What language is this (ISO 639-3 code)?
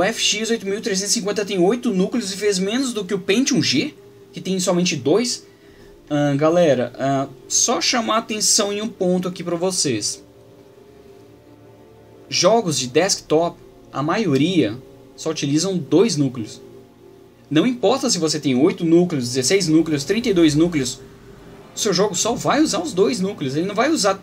por